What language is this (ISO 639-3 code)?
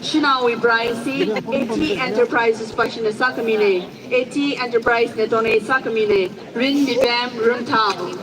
nmf